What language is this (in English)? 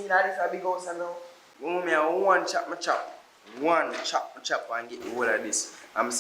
Jamaican Creole English